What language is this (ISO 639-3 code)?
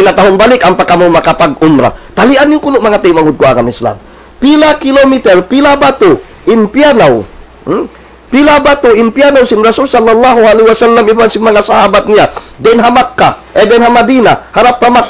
tsg